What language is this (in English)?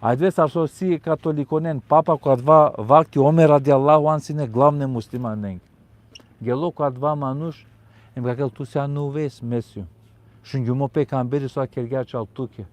Balkan Romani